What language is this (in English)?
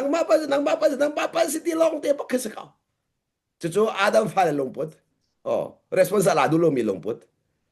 Hakha Chin